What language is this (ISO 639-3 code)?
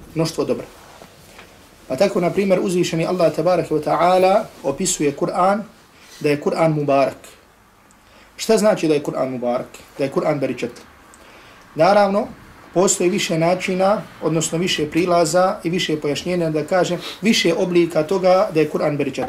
bos